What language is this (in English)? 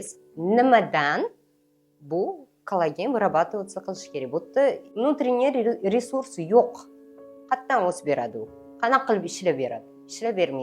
Uzbek